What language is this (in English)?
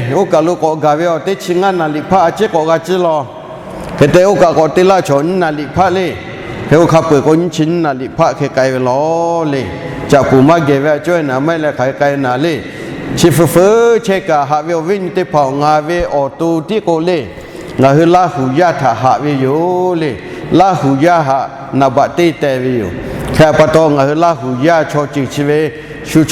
Lahu